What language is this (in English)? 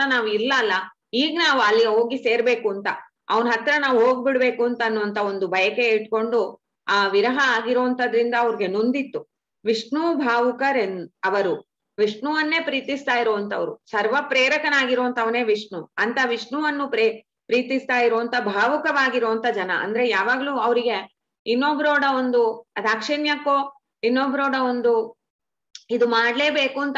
Kannada